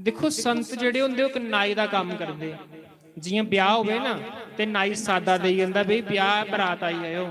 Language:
Dogri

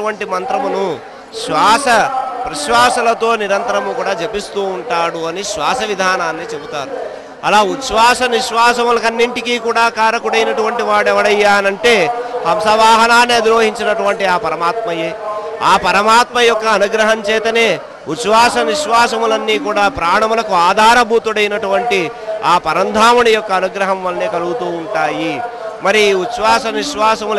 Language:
Telugu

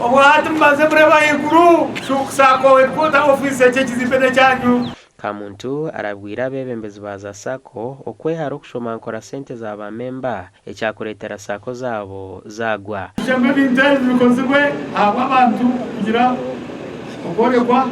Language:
Nyankole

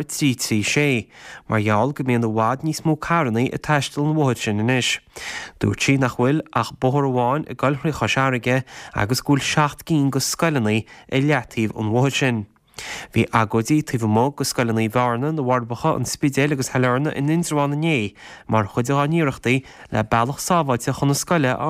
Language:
Irish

